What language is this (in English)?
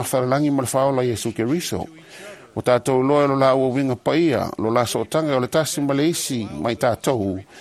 Samoan